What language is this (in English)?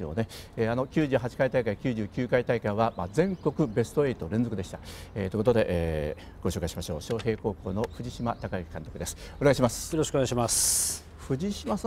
Japanese